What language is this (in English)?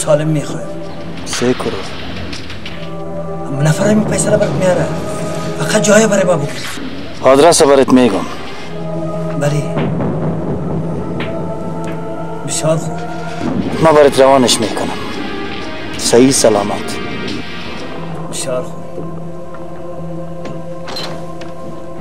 Persian